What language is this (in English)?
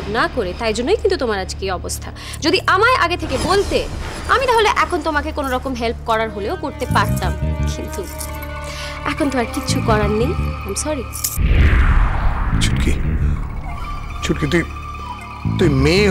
Bangla